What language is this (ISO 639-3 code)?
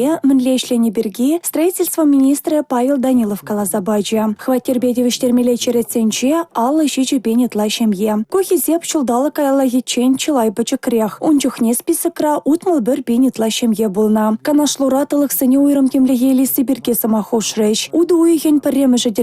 chv